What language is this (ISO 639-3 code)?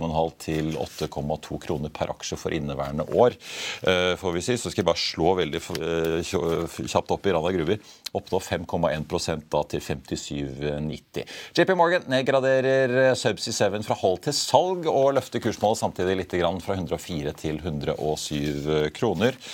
nor